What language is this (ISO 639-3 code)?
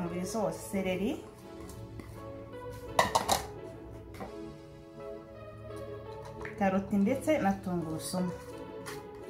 kin